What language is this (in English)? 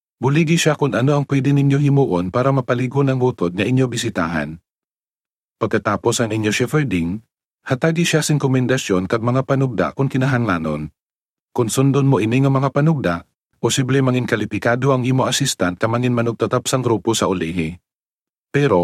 Hiligaynon